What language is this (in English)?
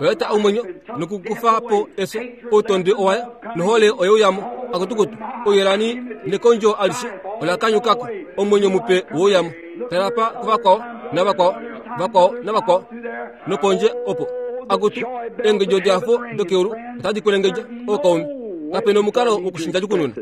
Kuanyama